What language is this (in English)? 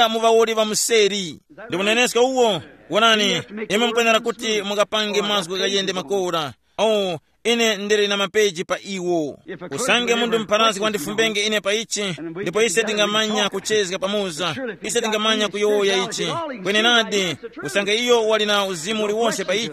Tumbuka